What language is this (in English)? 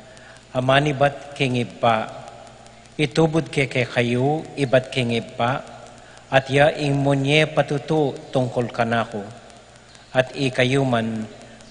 Pampanga